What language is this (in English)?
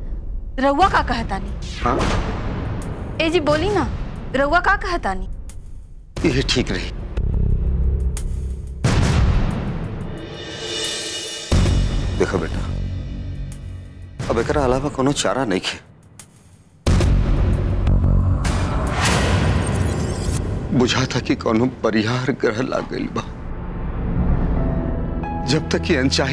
Bhojpuri